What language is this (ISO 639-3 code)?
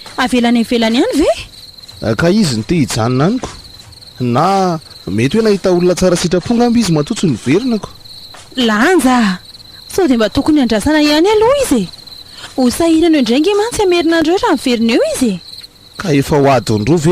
mlg